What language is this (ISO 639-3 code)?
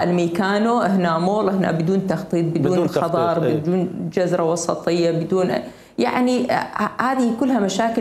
acm